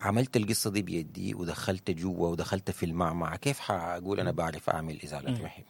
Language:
Sudanese Arabic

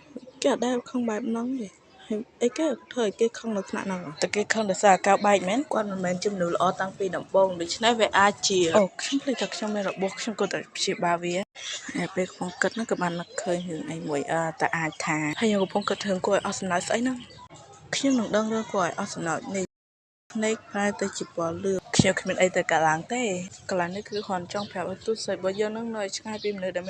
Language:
Khmer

